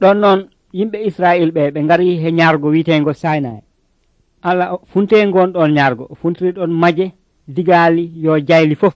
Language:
Nigerian Fulfulde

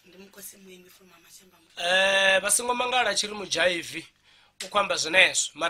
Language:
Venda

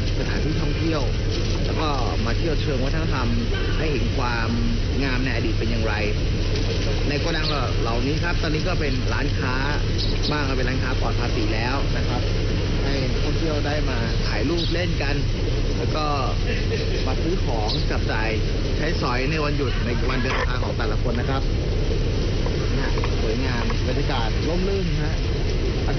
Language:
Thai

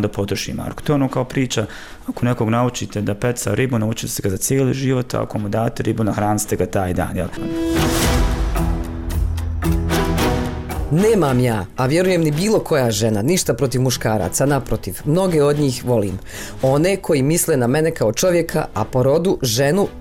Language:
Bosnian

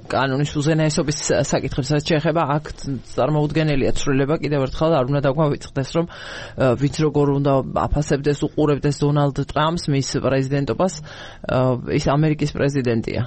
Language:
Georgian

